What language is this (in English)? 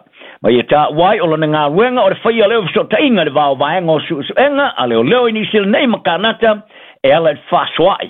Samoan